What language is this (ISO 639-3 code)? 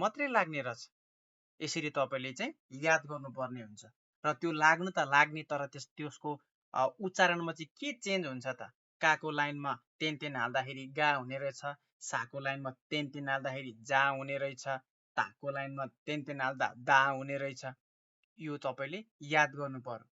nep